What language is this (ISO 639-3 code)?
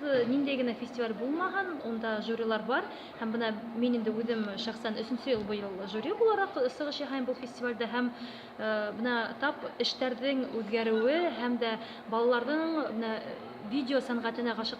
bak